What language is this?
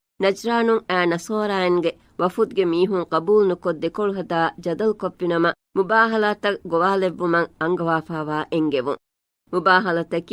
Divehi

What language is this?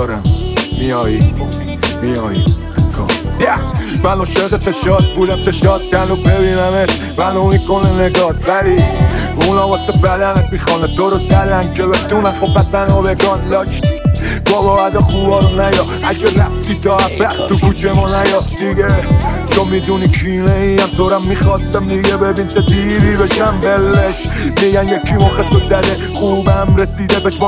Persian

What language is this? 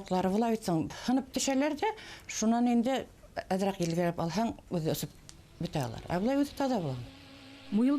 Bashkir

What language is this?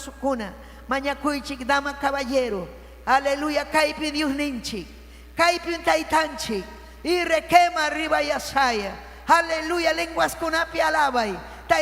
Ayacucho Quechua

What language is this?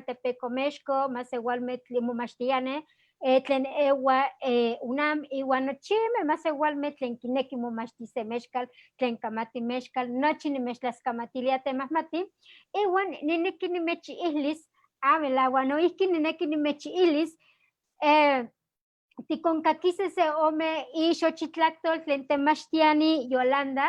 Eastern Huasteca Nahuatl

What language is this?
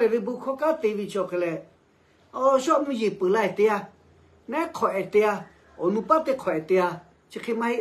Lahu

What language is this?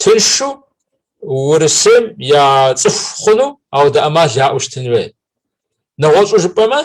Kabardian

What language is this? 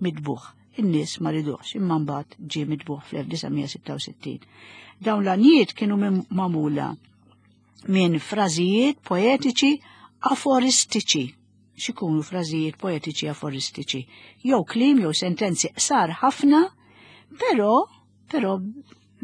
Maltese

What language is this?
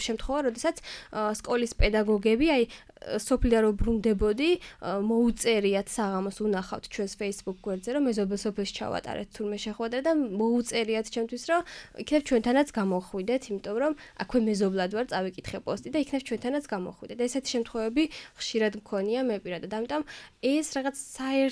Georgian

